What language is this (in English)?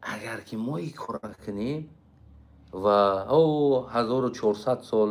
Tajik